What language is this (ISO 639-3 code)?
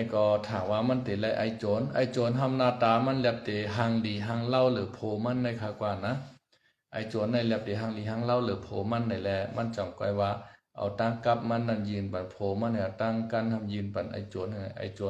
shn